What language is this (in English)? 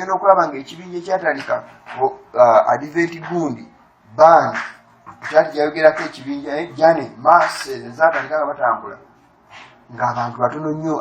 Ganda